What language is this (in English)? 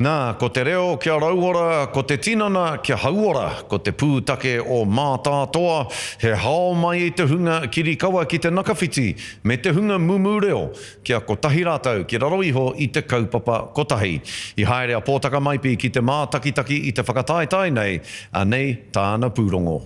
Māori